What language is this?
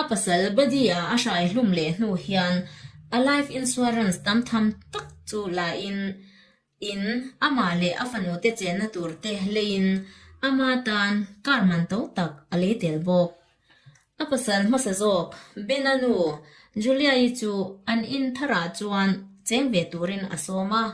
Mizo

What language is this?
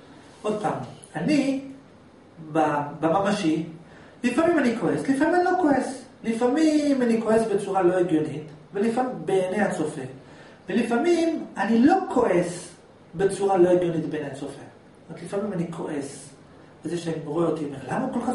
Hebrew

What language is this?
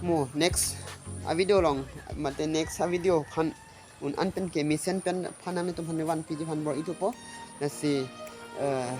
Karbi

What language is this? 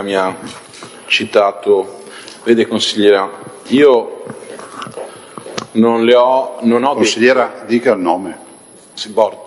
Italian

